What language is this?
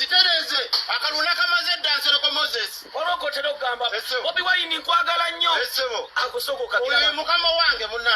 Ganda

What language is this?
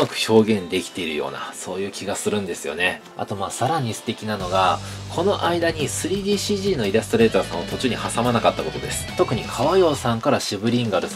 Japanese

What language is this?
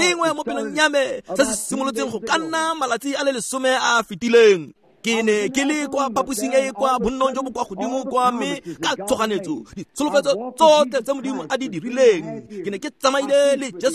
Tswana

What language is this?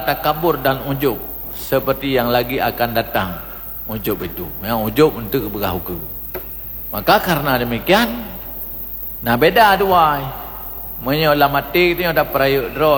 Malay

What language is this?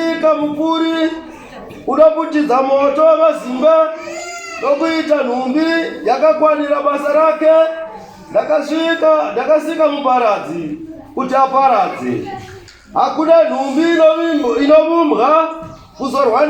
Shona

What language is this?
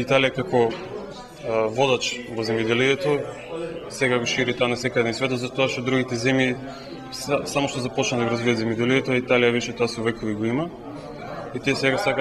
Macedonian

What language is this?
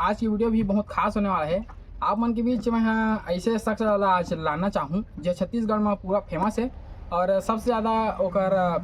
Chhattisgarhi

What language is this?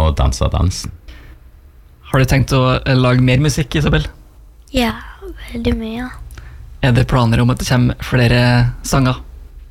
Norwegian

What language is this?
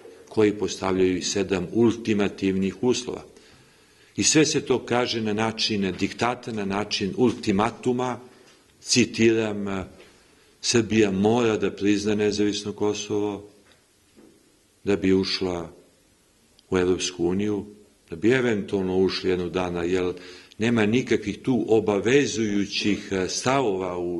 Serbian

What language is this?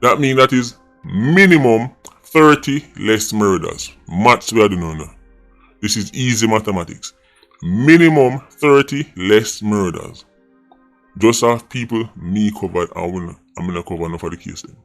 Jamaican Creole English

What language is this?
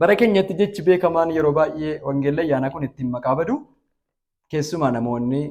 Oromo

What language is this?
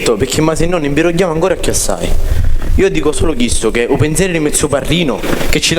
Sicilian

